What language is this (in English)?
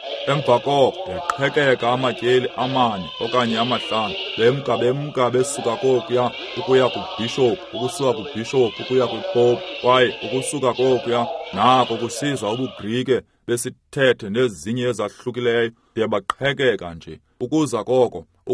Xhosa